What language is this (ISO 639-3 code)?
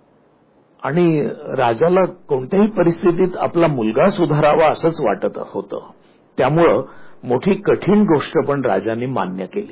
mar